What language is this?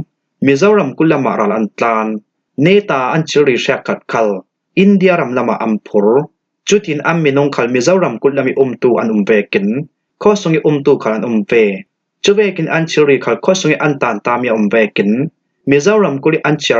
Falam Chin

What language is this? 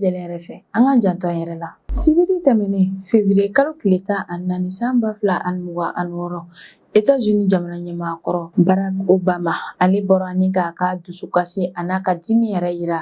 Bambara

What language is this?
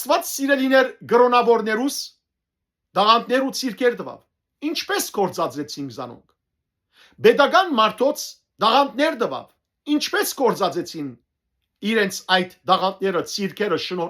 Western Armenian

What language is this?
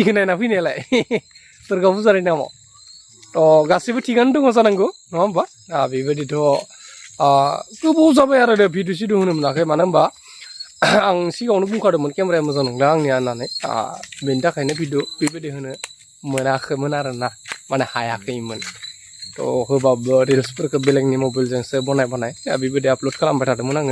Bodo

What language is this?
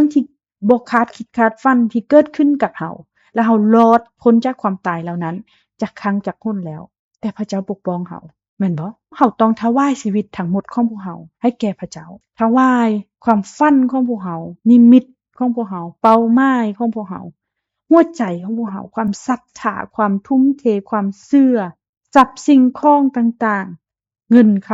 Lao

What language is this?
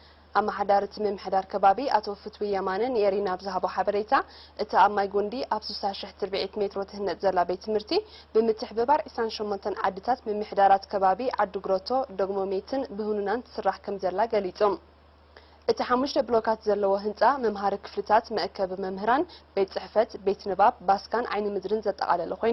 Tigrinya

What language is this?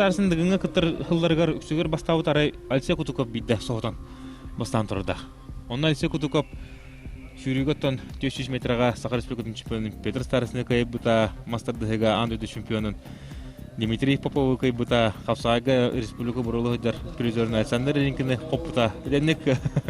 Yakut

